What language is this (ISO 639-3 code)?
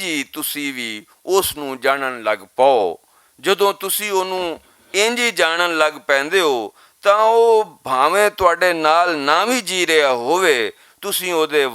lah